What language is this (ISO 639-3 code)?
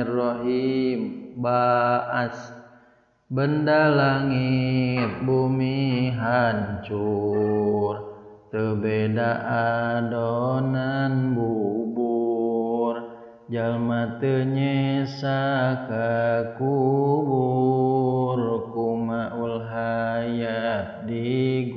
sun